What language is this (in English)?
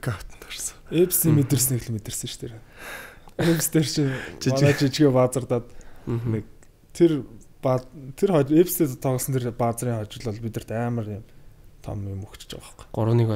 Mongolian